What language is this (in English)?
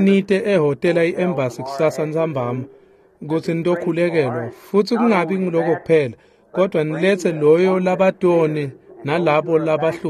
Swati